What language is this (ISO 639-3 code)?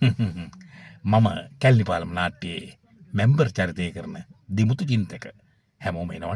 sin